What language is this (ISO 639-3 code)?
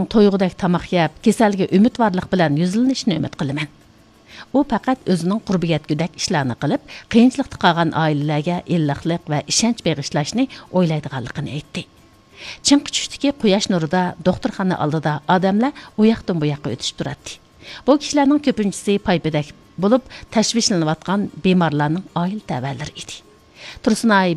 uig